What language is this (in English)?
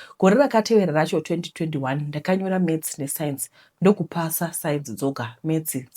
Shona